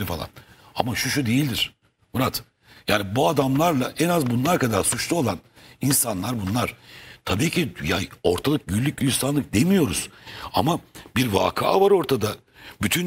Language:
Turkish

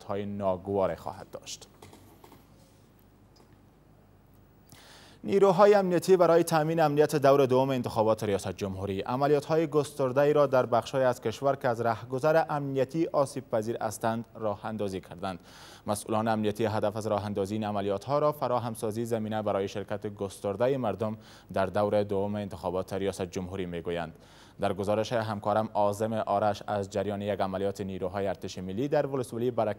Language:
Persian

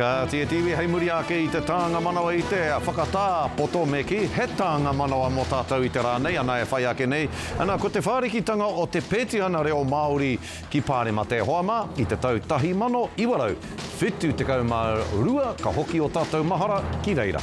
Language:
Māori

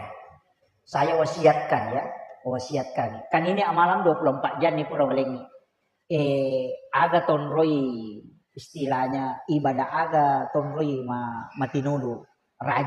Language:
Buginese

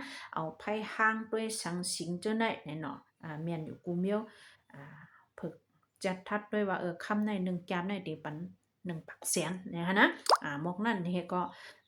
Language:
Shan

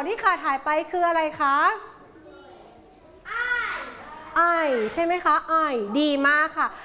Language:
Thai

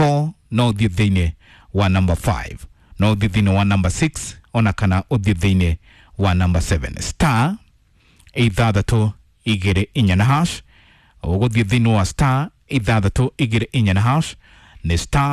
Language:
Kikuyu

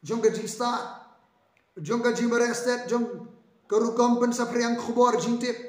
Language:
Khasi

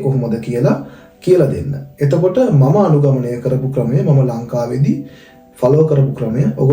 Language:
Sinhala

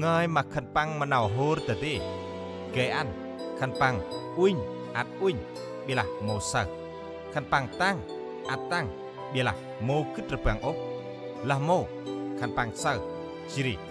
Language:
Central Mnong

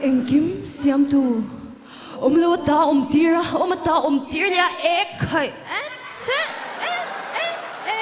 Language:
Mizo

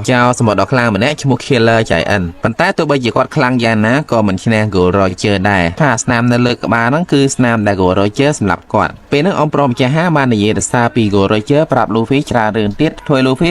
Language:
Khmer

